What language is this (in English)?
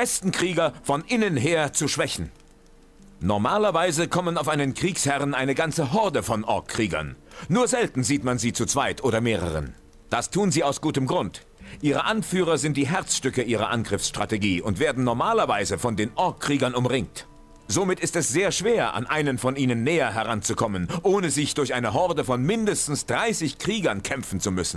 Bavarian